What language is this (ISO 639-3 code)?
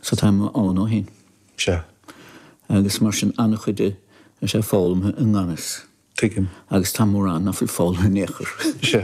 gle